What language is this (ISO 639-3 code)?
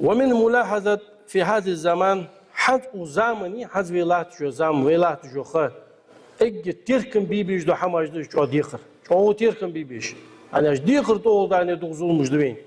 inh